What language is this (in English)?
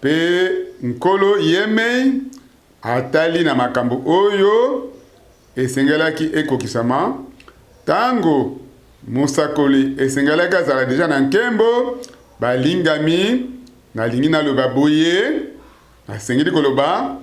Lingala